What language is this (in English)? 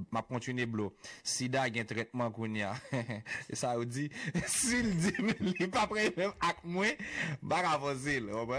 Haitian Creole